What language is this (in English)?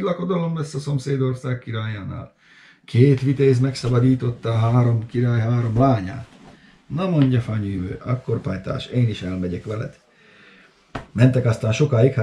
Hungarian